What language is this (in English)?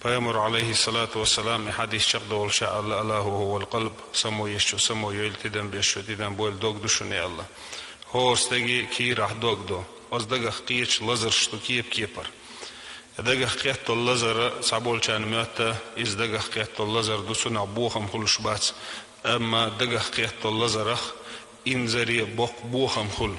Chechen